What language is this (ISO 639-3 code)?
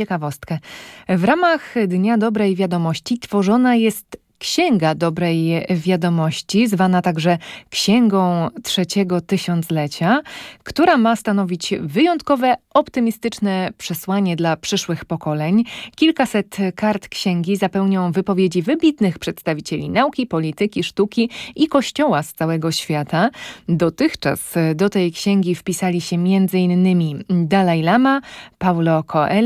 pol